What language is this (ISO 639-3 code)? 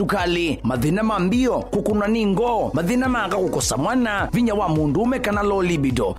kam